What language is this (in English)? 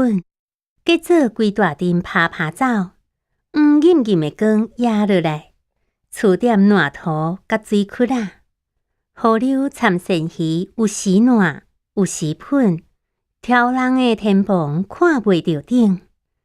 Min Nan Chinese